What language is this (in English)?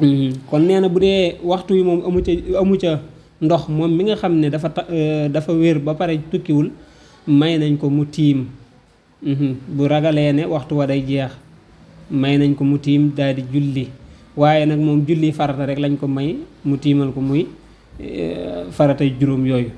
Wolof